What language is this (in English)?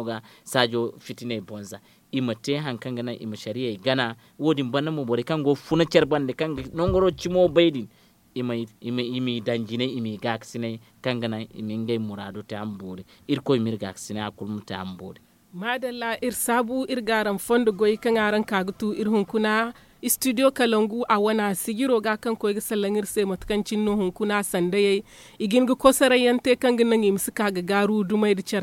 Zarma